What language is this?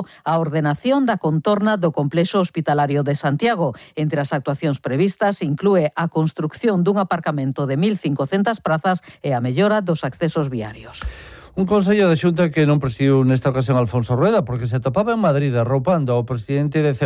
Galician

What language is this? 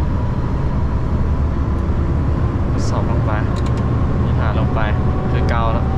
Lao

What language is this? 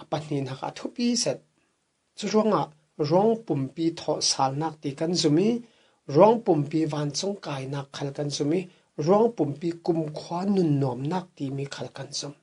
Falam Chin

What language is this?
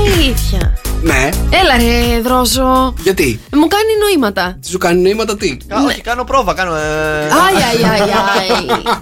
Greek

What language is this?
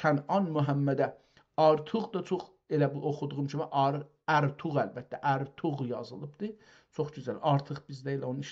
South Azerbaijani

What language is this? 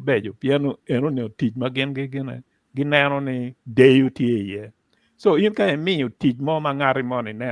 Acoli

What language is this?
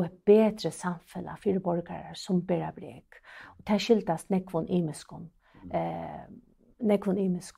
Faroese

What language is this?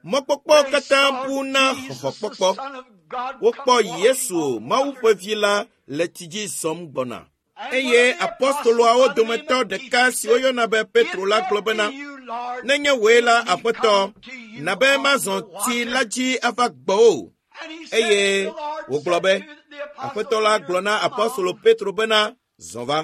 Ewe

